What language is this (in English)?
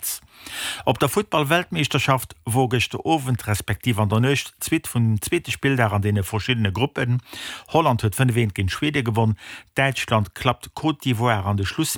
Luxembourgish